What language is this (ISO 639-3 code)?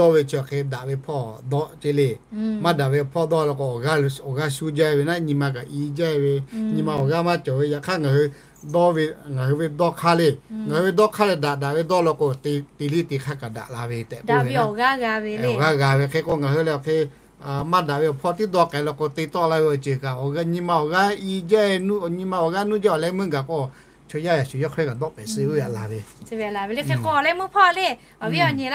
lhu